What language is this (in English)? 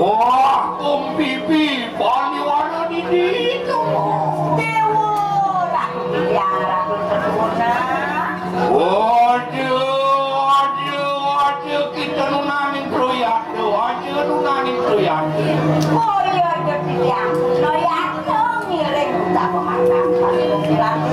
Balinese